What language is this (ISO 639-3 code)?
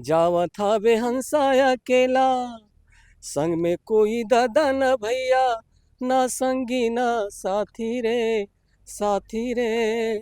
hne